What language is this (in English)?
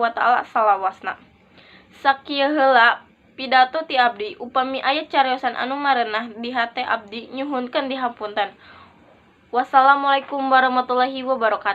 Sundanese